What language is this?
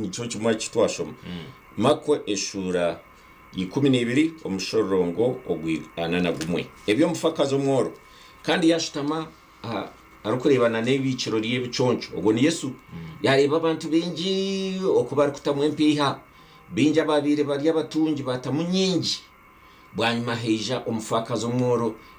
Nyankole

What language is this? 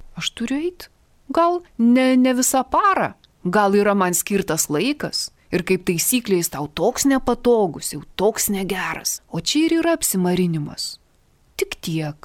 Lithuanian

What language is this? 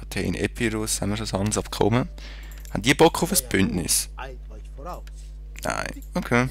Swiss German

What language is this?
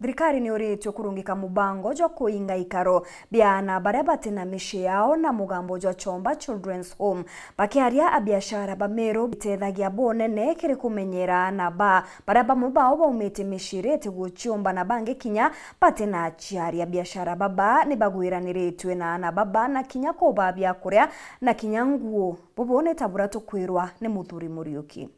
Meru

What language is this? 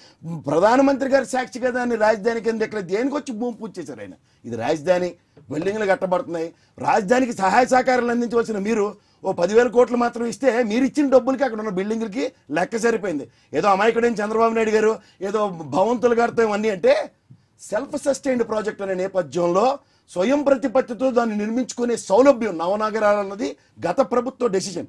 Telugu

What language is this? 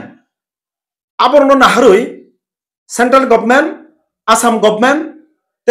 Kok Borok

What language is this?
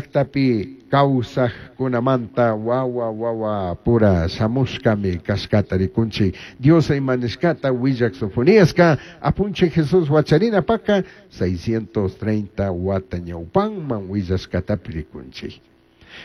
Chimborazo Highland Quichua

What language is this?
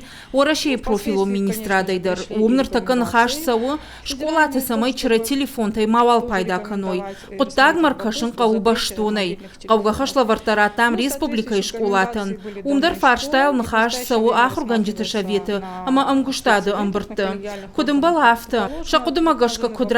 Ossetic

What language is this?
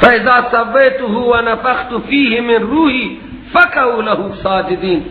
Persian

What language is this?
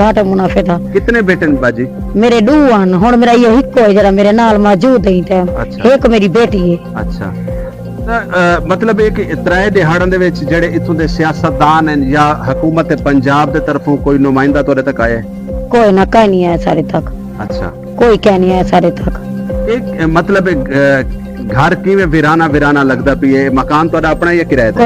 Saraiki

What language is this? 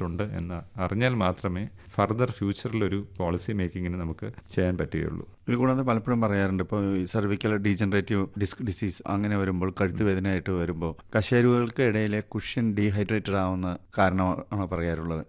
Malayalam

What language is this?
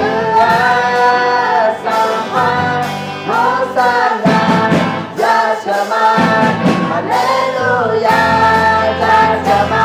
Akha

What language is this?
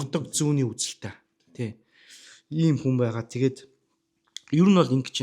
Mongolian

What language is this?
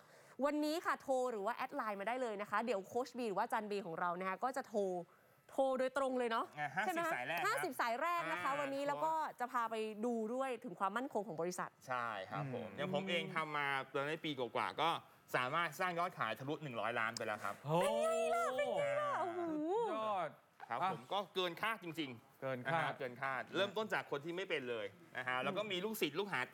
Thai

